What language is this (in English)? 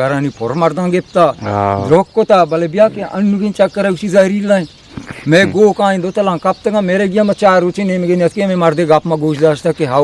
Eastern Balochi